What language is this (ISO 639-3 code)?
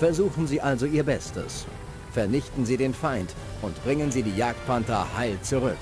bar